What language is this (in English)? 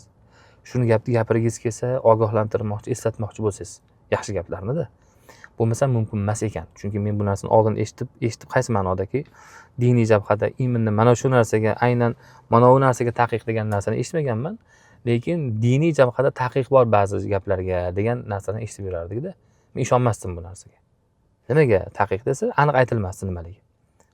Uzbek